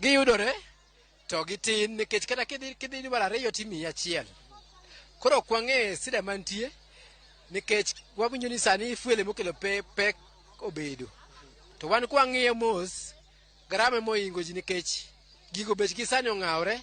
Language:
Luo (Kenya and Tanzania)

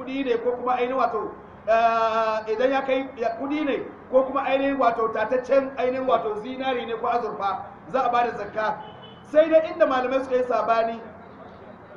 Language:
Hausa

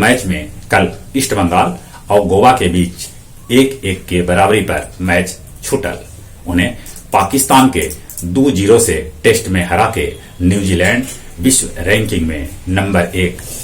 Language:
Magahi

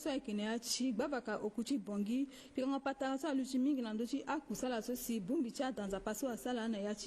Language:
Sango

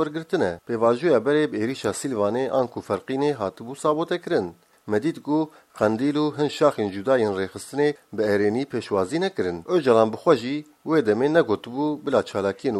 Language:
Kurdish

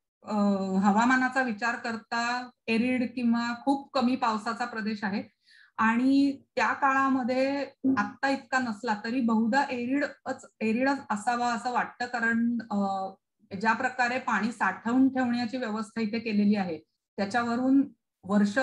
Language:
Marathi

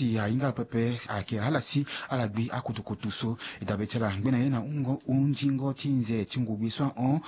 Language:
Sango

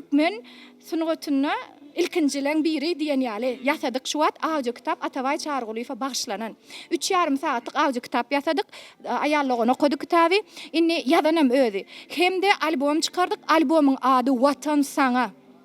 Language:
Turkmen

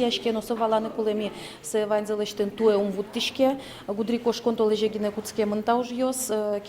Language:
Udmurt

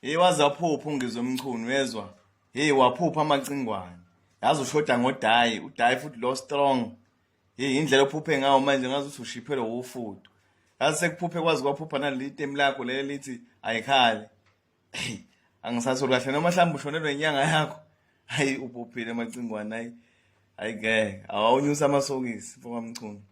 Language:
Zulu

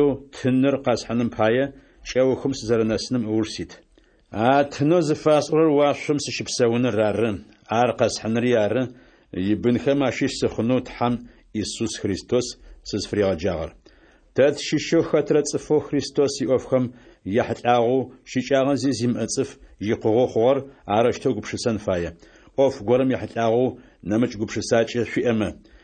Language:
Adyghe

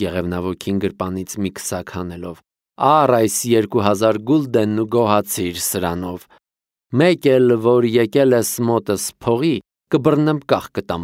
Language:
Armenian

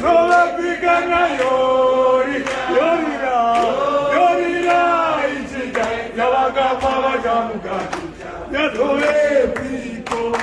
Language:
Shona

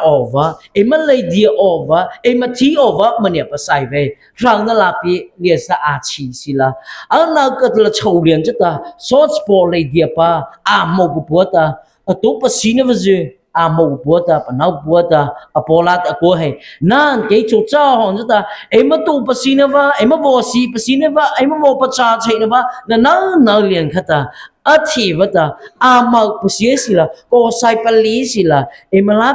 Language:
Mara Chin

